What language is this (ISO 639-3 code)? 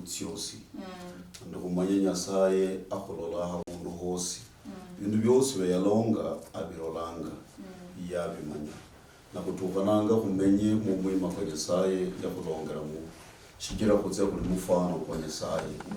luy